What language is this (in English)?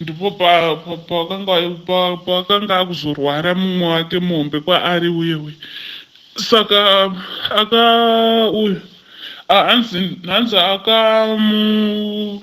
Shona